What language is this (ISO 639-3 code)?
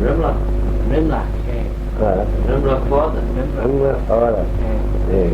glv